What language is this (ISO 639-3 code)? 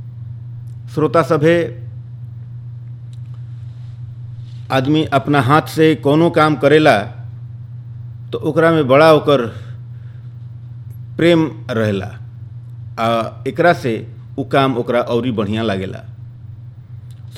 bho